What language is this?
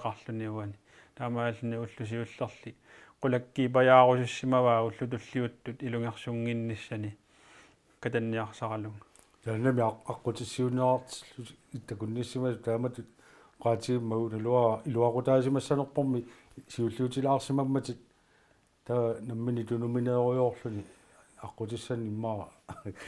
Kalaallisut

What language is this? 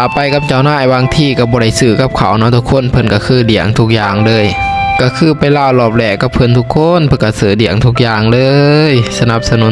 Lao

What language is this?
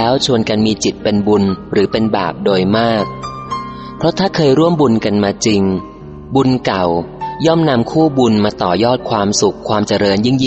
Thai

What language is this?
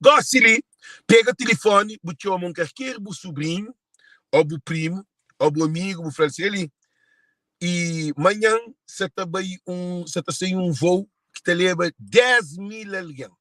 Kabuverdianu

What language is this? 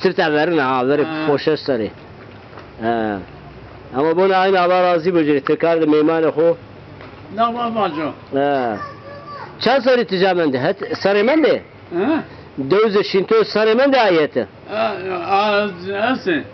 Zaza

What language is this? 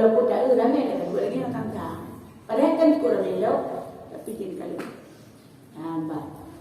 Achinese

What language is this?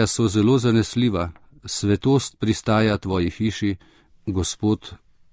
Slovenian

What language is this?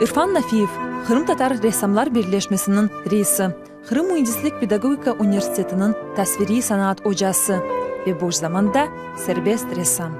Crimean Tatar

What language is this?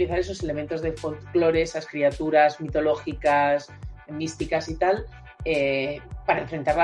Spanish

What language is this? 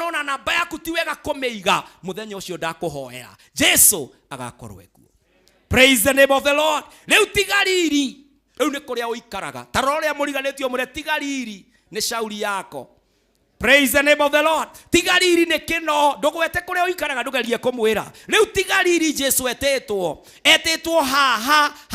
Kikuyu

